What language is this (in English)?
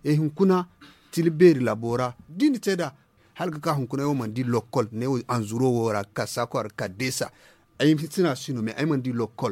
Zarma